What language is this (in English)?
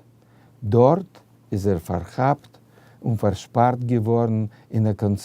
Yiddish